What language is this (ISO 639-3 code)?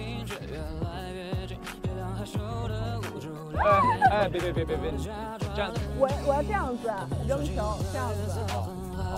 zho